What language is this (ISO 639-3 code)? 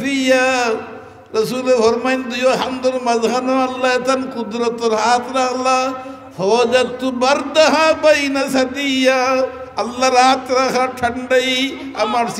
syl